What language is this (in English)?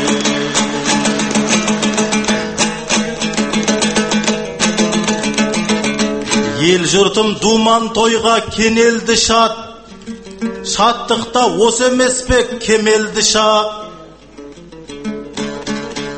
Kazakh